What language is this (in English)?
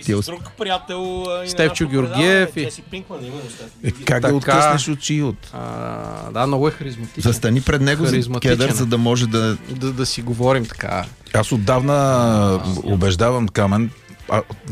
Bulgarian